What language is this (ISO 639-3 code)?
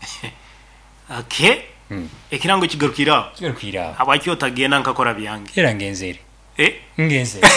nyo